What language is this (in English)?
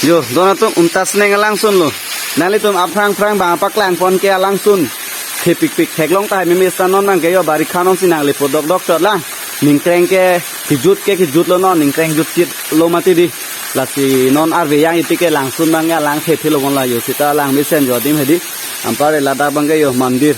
Karbi